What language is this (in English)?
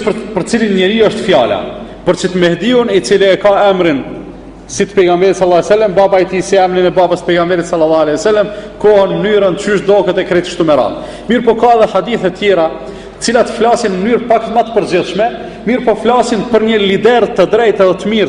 Albanian